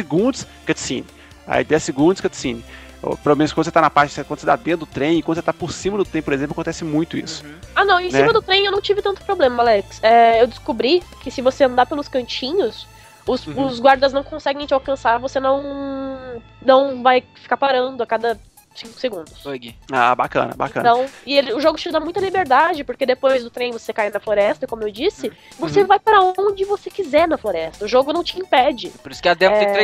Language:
Portuguese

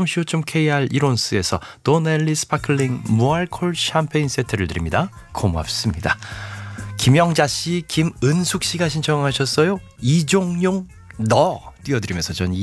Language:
Korean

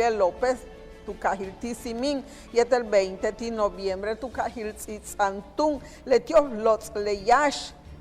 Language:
Yucateco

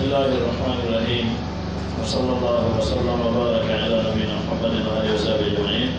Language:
Pular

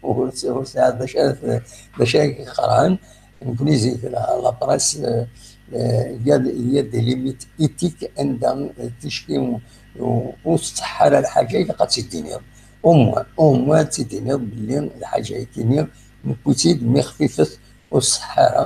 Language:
Kabyle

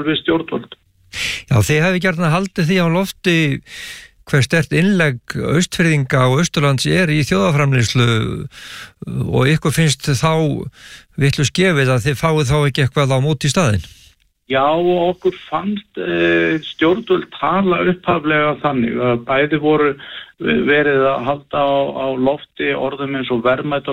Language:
Icelandic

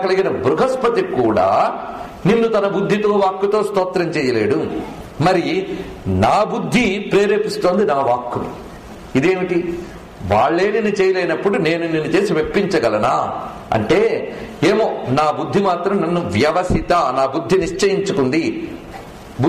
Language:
Telugu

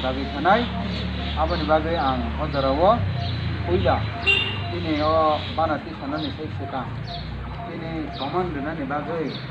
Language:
Kok Borok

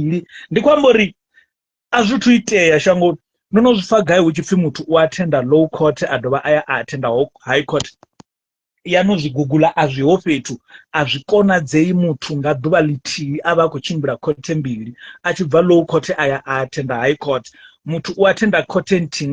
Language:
Venda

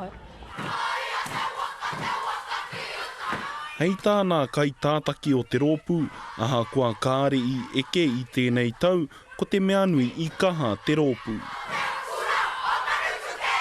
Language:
Māori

